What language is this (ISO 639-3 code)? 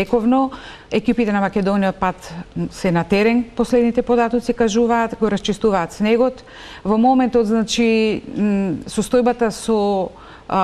mkd